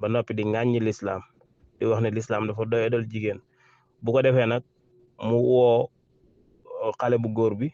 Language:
Wolof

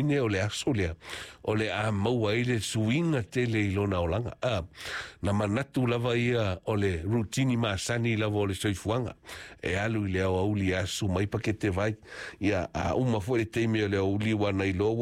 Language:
Samoan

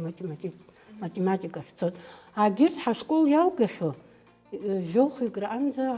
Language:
Abkhazian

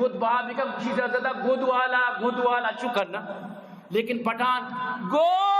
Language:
Eastern Balochi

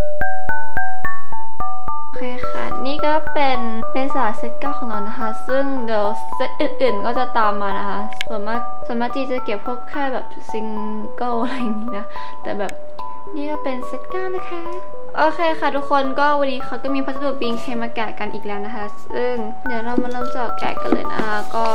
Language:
Thai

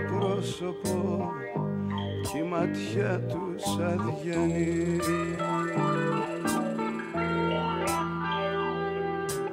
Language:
Greek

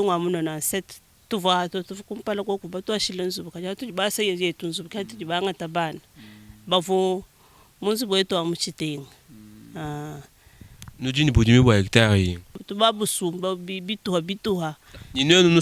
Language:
Luba-Lulua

